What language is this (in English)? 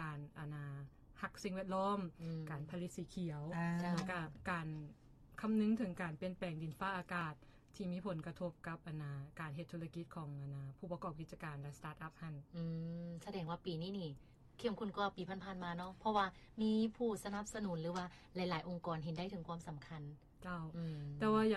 Lao